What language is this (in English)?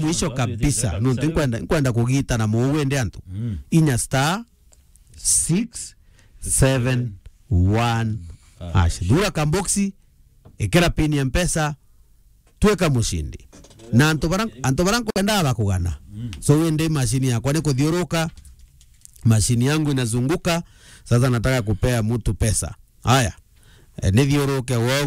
Meru